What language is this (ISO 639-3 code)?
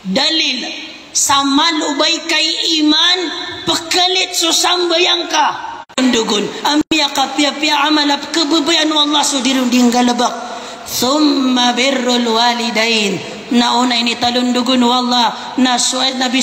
mrw